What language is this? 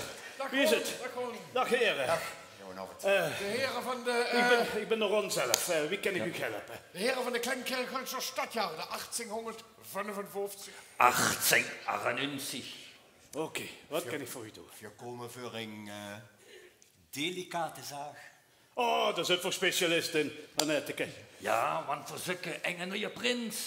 Limburgish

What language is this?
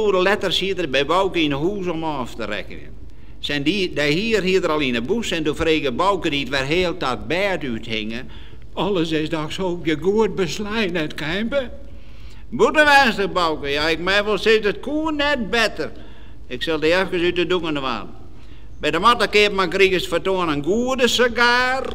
Western Frisian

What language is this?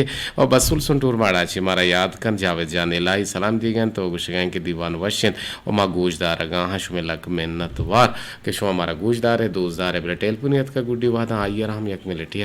Eastern Balochi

